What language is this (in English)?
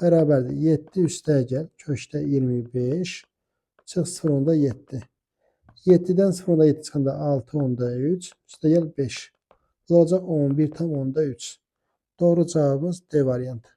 Azerbaijani